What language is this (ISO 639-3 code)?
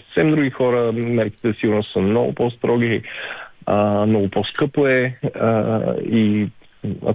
bul